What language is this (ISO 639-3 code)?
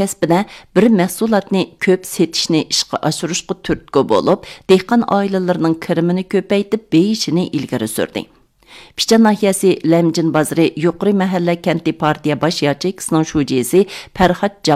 uig